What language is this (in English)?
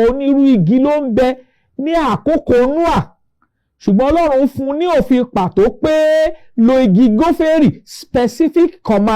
Yoruba